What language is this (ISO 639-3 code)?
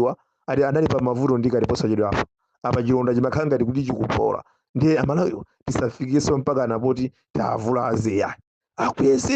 nya